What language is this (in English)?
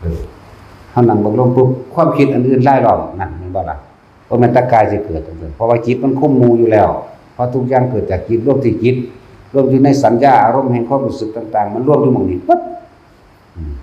Northeastern Thai